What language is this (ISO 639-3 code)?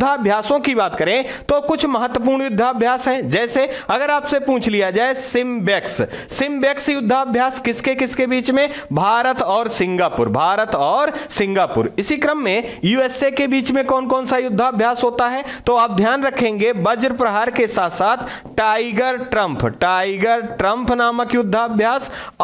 hin